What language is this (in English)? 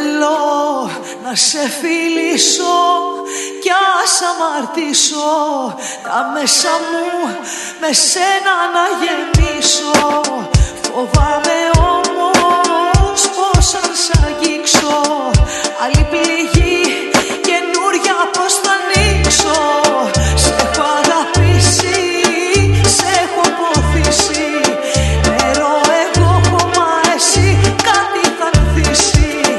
Greek